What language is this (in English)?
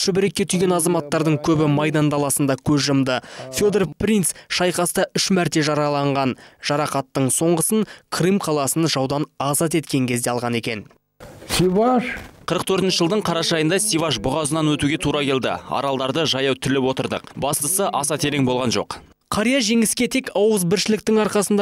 Kazakh